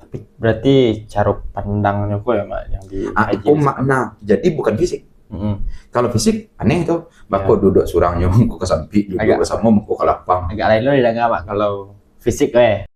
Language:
Minangkabau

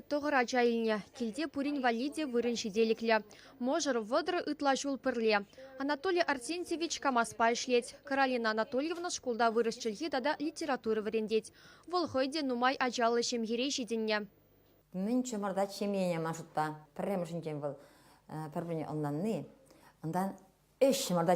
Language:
Chuvash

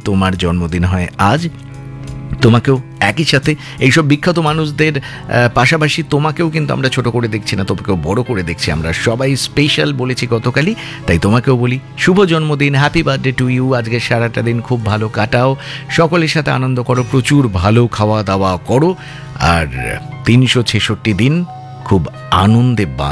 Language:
Bangla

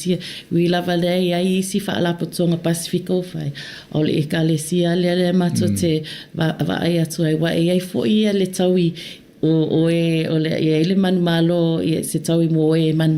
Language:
Samoan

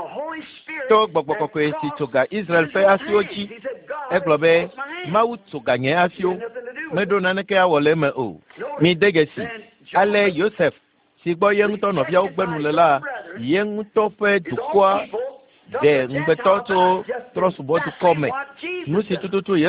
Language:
Ewe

